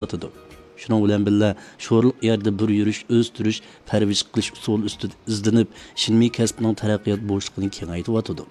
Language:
Uyghur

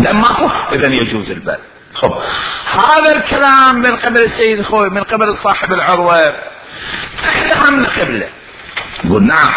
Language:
Mesopotamian Arabic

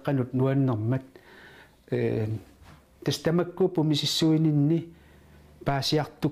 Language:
Kalaallisut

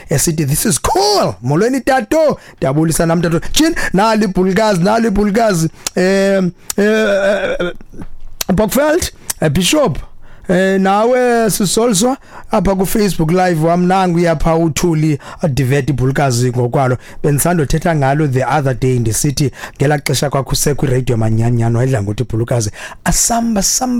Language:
Xhosa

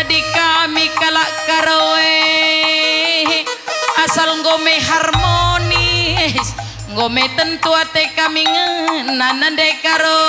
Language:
Batak Karo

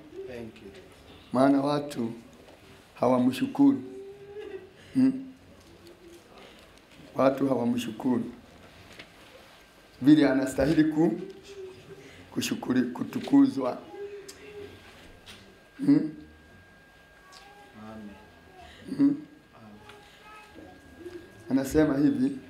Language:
Swahili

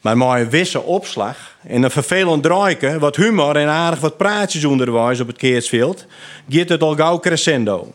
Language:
Western Frisian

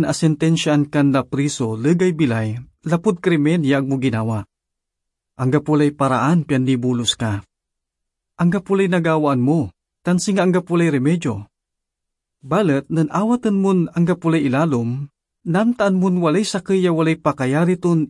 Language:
Pangasinan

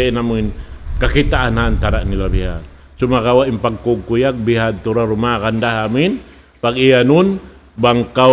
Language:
Tausug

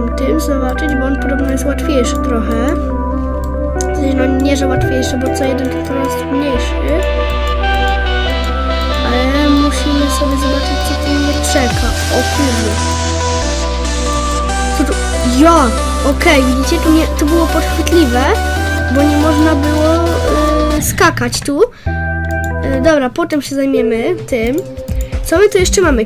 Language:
Polish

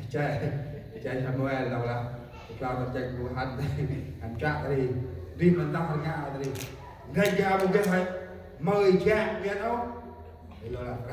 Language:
Central Mnong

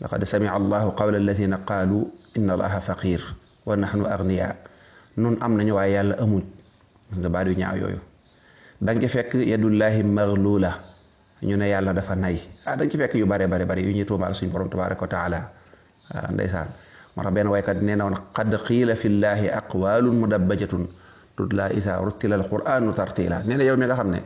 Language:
Wolof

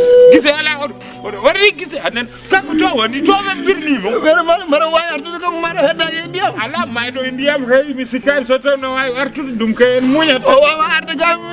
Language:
Fula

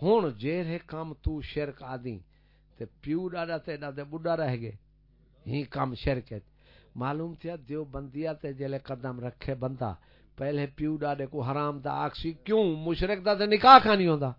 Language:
Saraiki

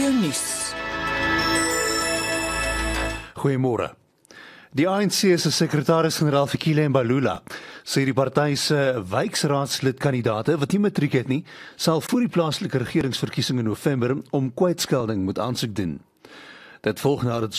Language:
Afrikaans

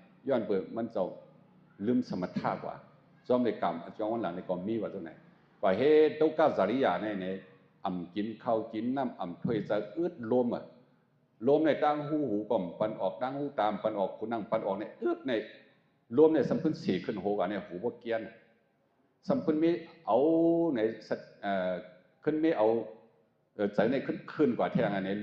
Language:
Shan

